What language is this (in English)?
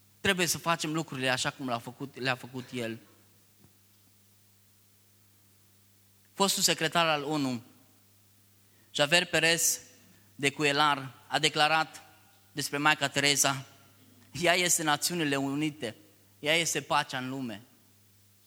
Romanian